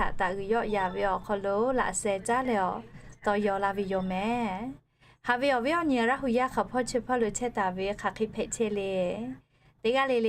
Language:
Lahu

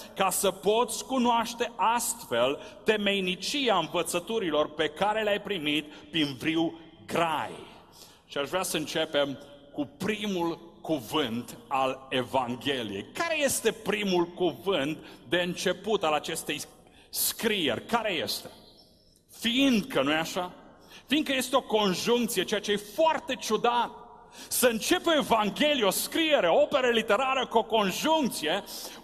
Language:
Romanian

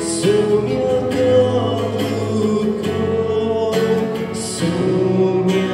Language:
Konkani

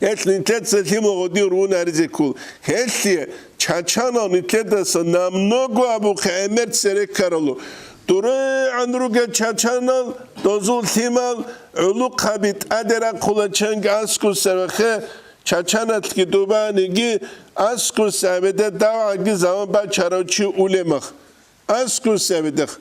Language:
Avaric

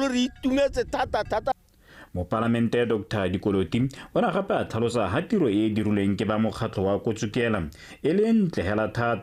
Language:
Tswana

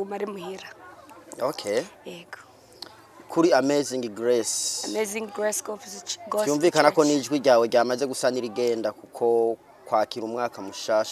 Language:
Rundi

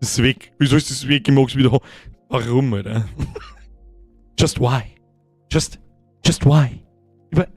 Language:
Bavarian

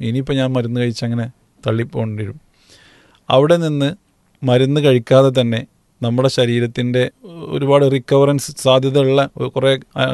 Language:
Malayalam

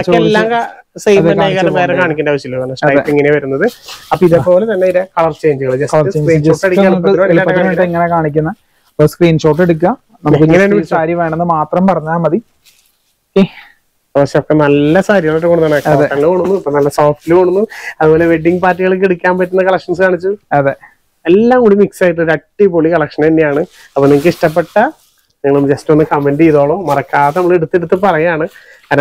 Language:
Malayalam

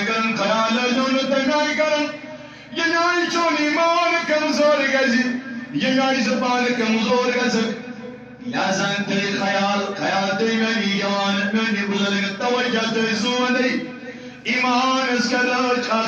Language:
Kashmiri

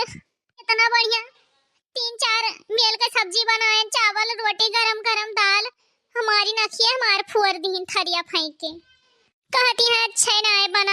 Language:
Awadhi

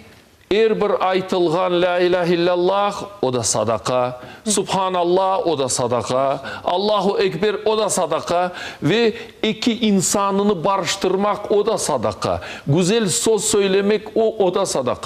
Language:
Crimean Tatar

